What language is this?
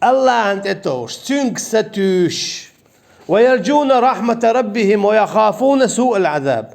Chechen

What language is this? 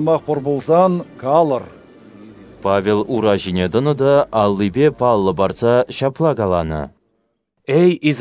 Chuvash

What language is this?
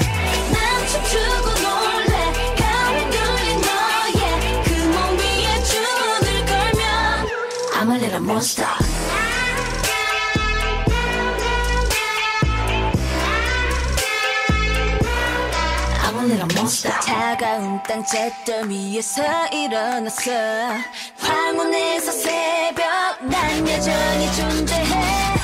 Korean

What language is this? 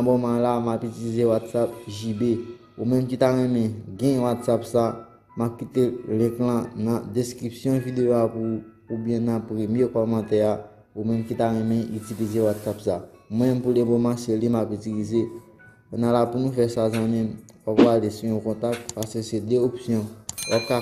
Haitian Creole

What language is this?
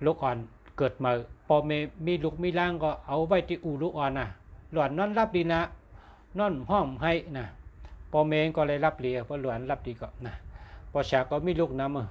Shan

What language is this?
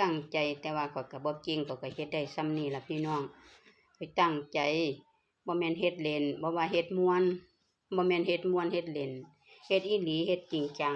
Northeastern Thai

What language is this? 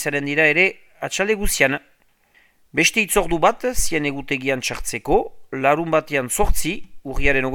Basque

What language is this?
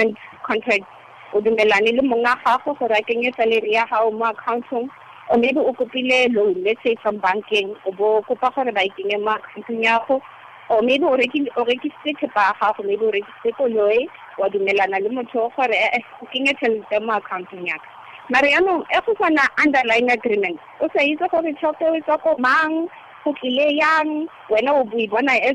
Tswana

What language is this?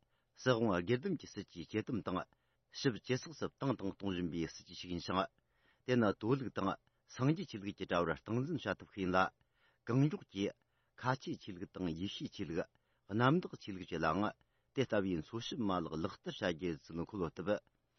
Tibetan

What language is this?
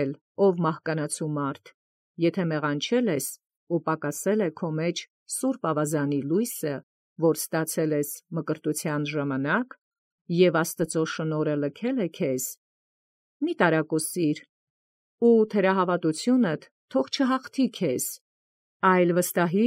Armenian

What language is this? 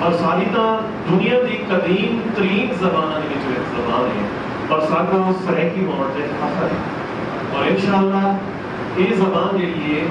Saraiki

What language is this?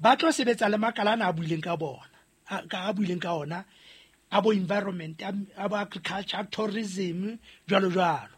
Southern Sotho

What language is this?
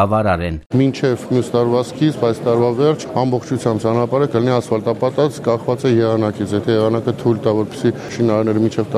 Armenian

